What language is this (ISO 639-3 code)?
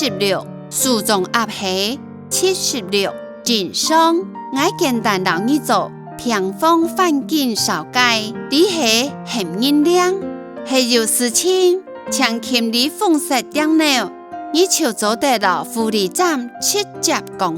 hak